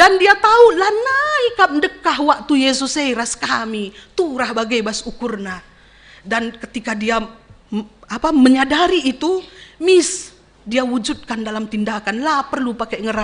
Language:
Batak Karo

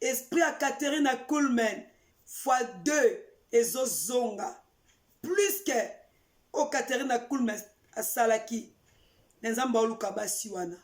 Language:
Lingala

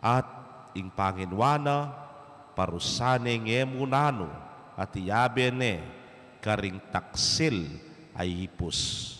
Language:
Pampanga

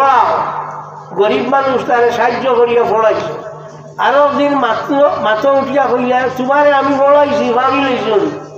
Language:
Sylheti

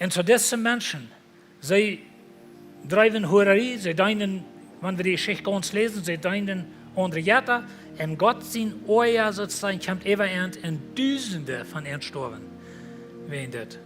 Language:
Plautdietsch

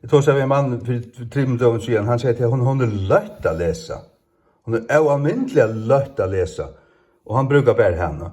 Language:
Faroese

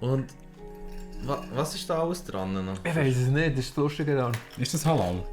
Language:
Swiss German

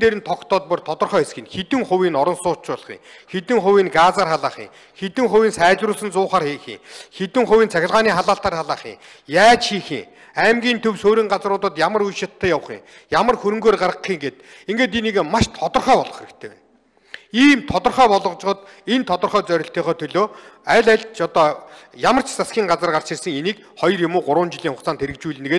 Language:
Mongolian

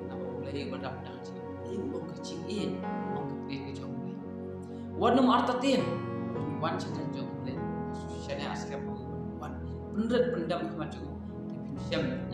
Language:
Khasi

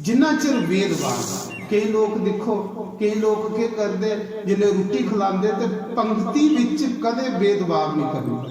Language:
Dogri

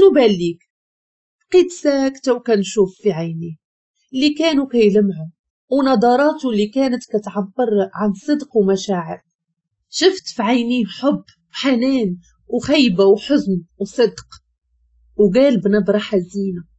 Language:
Moroccan Arabic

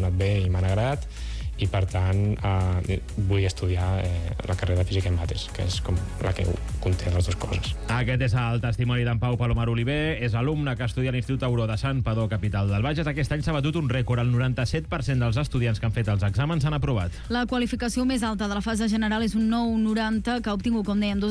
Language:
Catalan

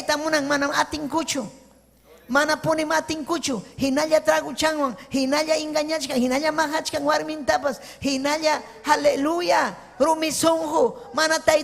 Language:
Ayacucho Quechua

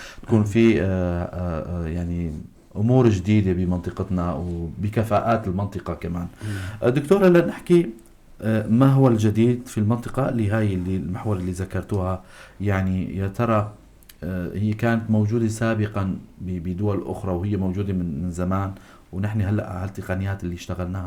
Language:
North Levantine Arabic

